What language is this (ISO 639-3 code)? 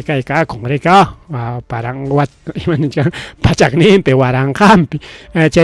quy